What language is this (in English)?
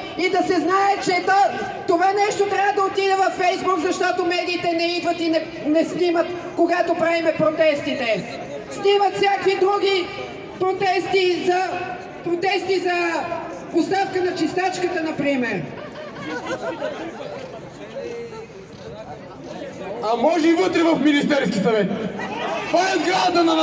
Bulgarian